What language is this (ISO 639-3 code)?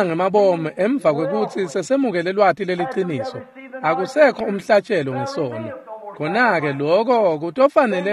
ssw